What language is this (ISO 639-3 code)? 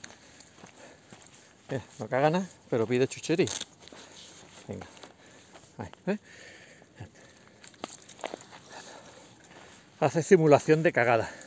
spa